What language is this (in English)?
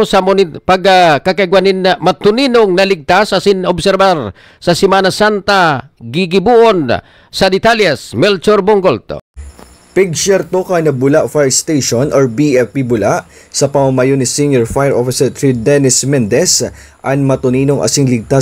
Bikol